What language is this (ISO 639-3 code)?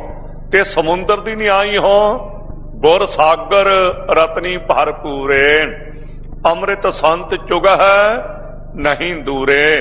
pan